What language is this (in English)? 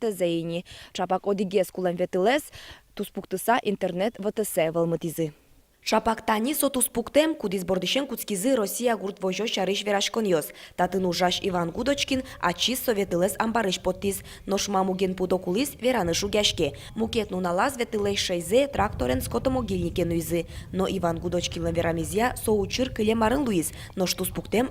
Udmurt